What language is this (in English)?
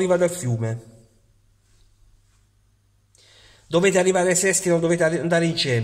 Italian